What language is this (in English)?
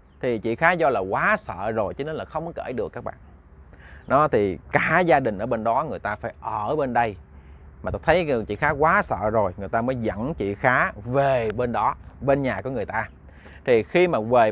Vietnamese